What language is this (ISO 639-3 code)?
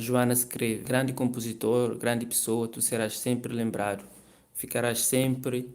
kea